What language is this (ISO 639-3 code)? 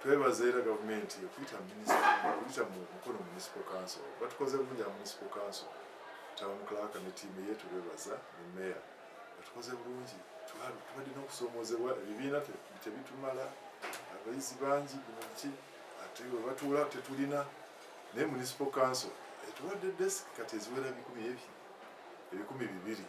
lug